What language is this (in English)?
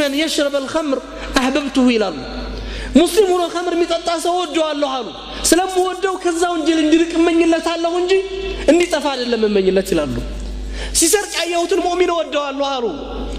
Amharic